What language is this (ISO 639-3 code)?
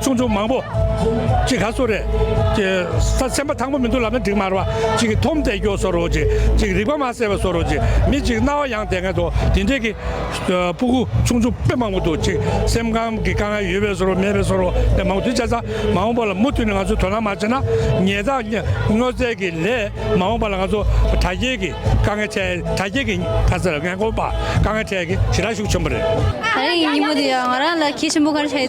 bod